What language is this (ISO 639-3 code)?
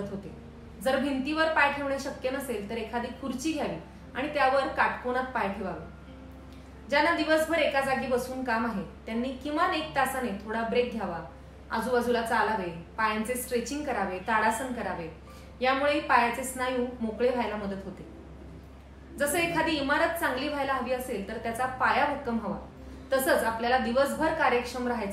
mar